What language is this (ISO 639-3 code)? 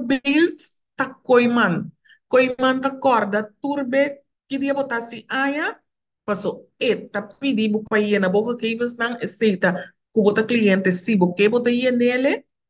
pap